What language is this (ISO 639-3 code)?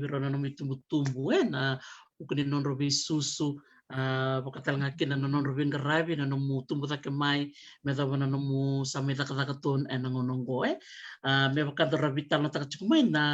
fij